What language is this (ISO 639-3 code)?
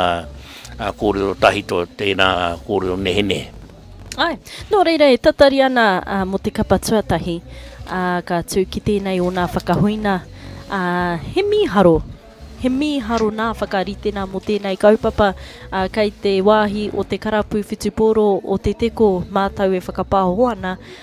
mri